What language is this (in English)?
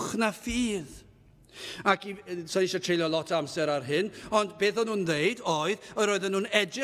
Welsh